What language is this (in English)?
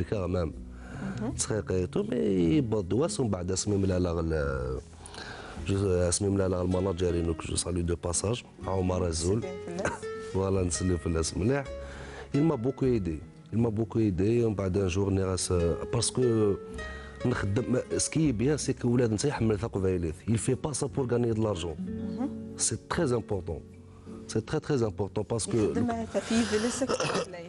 Kabyle